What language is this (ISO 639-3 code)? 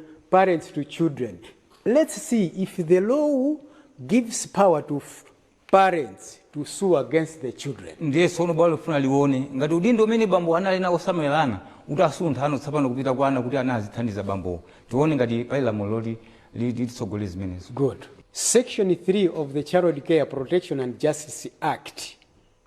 nya